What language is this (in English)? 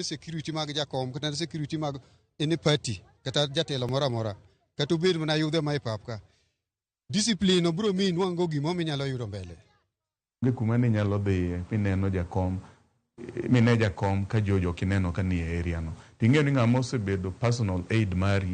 Luo (Kenya and Tanzania)